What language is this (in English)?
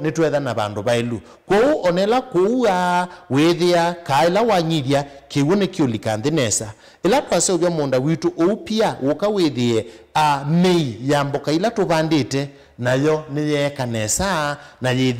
Kamba